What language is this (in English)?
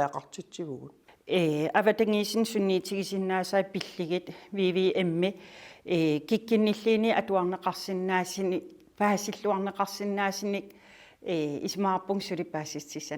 Kalaallisut